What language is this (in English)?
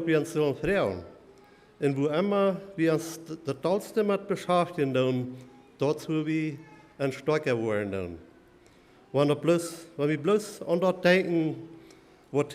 Plautdietsch